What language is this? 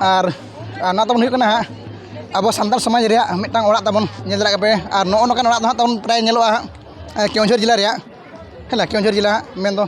Santali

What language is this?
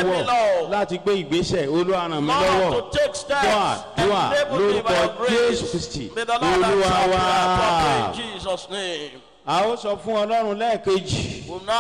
Yoruba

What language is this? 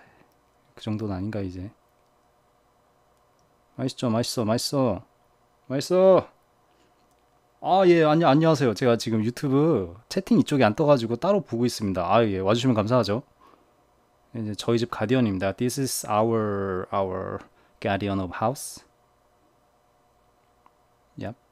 Korean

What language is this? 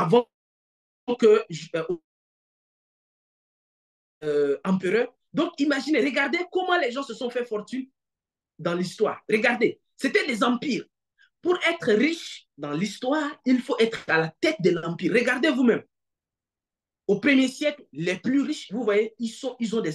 French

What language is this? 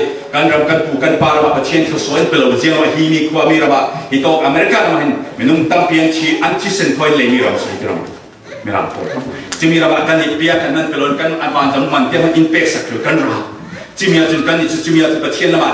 Falam Chin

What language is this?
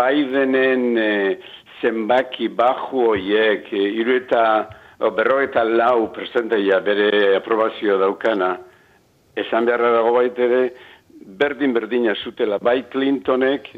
Basque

